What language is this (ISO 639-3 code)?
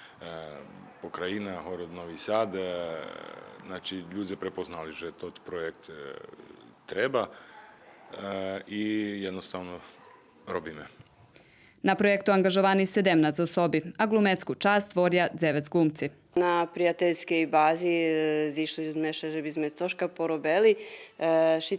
rue